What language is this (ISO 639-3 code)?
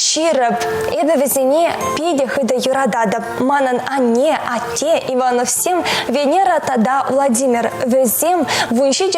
chv